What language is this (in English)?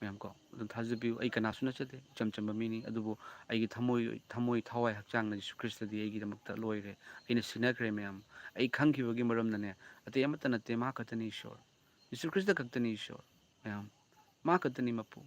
Manipuri